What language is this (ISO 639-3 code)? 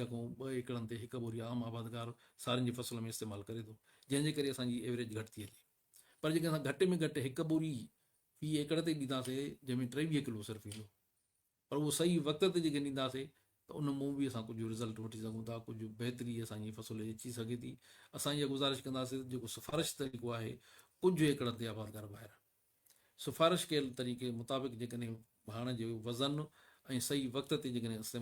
snd